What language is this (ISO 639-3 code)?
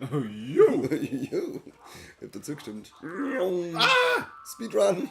bar